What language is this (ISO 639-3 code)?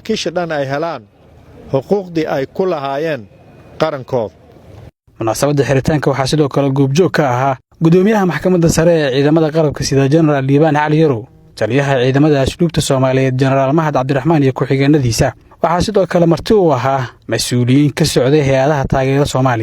som